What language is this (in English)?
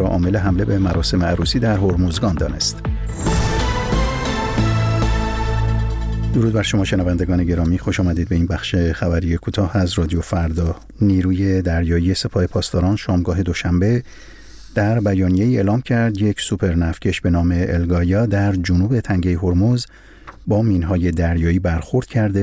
Persian